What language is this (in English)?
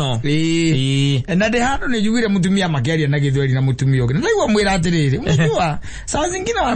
Kikuyu